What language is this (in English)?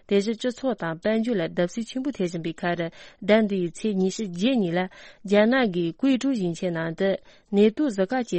Tibetan